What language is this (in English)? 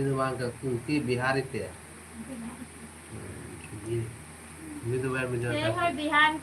Santali